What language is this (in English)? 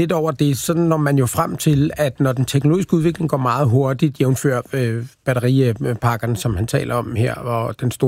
Danish